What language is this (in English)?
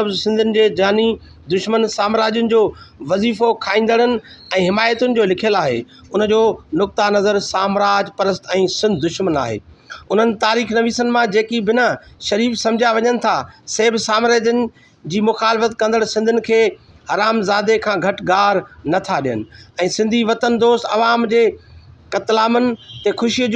Sindhi